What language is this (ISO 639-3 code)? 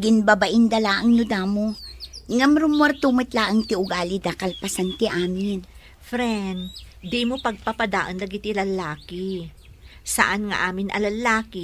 ilo